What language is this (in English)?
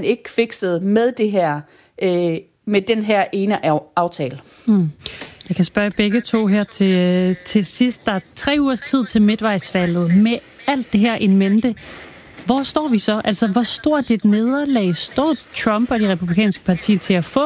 Danish